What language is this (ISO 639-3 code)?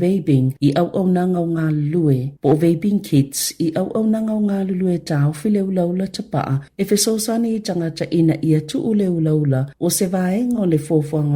smo